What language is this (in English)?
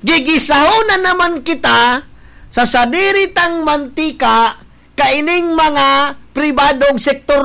Bikol